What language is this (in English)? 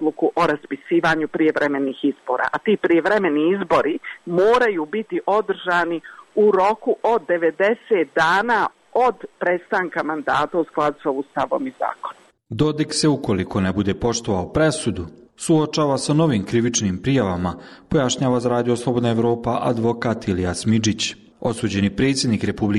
Bosnian